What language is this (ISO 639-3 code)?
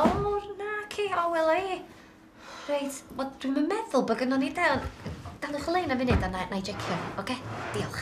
cym